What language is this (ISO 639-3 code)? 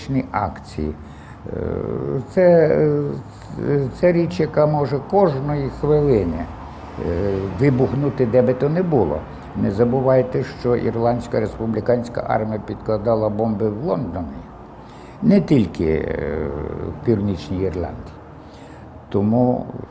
ukr